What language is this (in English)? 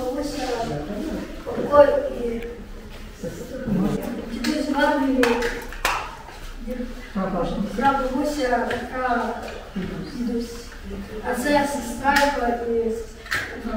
Ukrainian